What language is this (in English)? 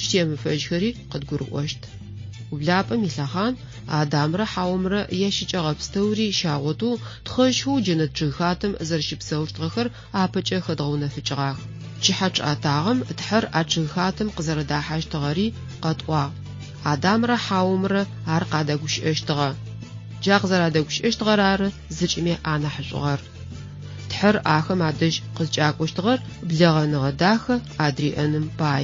Adyghe